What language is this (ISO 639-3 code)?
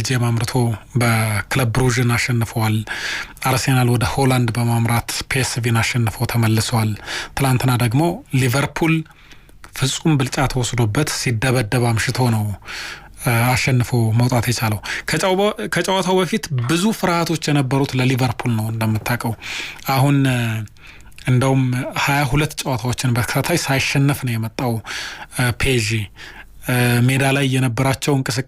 amh